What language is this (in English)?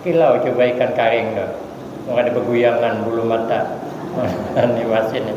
Banjar